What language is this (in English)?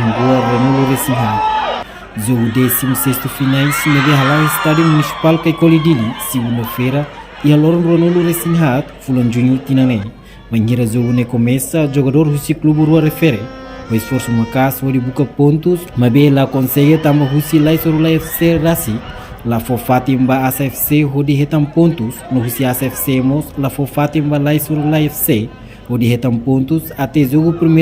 Tetum